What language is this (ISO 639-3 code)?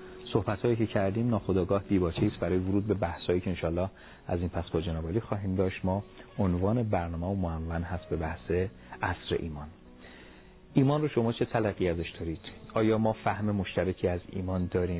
fas